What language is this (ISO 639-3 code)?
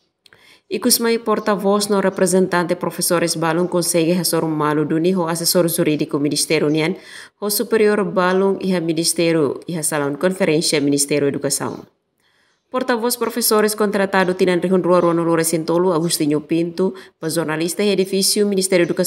tet